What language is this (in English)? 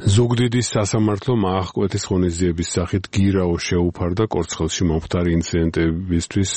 Georgian